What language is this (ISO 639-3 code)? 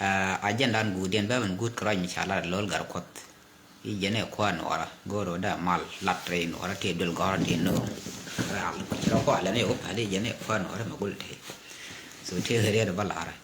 nus